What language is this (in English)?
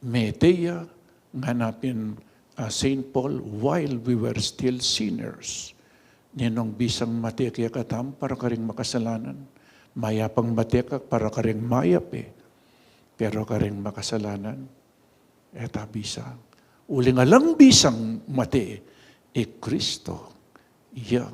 Pampanga